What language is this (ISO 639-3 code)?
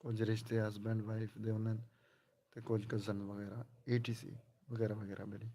skr